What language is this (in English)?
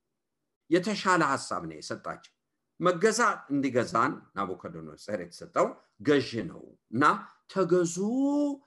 Amharic